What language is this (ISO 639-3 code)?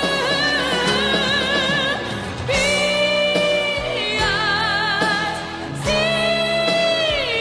ind